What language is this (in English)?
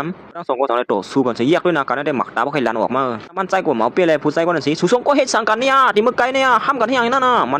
Shan